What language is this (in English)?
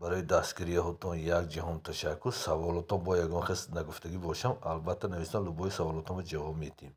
Tajik